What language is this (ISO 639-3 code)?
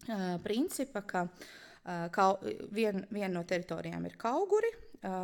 lav